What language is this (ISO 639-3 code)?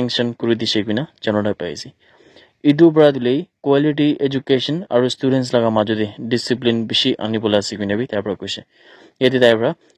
nag